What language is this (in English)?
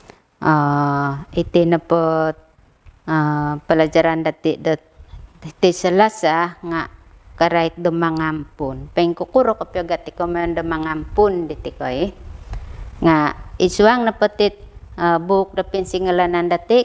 Central Dusun